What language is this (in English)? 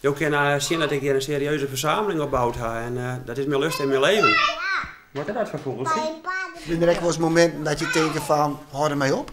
Western Frisian